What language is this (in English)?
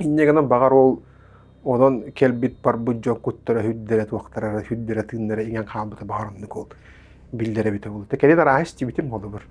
Yakut